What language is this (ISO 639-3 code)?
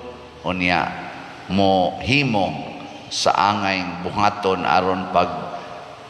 ceb